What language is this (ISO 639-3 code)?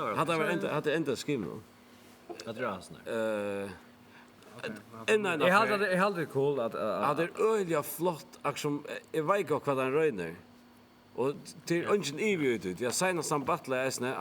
fao